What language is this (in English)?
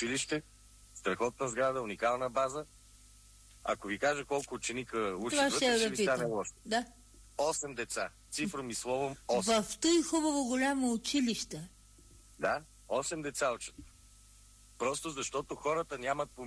Bulgarian